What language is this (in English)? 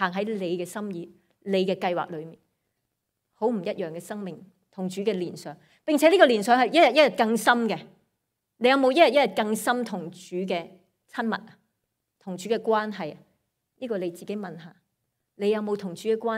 Cantonese